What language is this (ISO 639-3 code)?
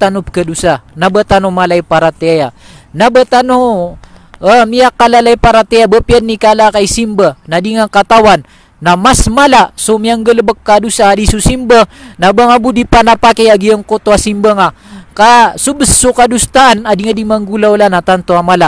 mrw